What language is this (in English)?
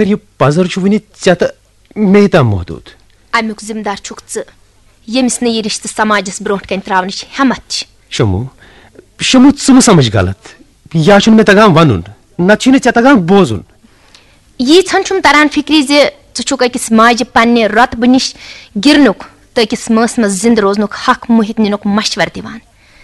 Kashmiri